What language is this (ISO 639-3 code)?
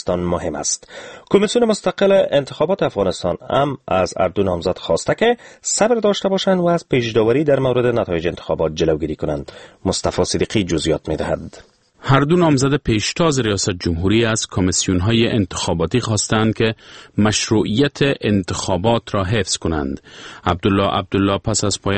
fas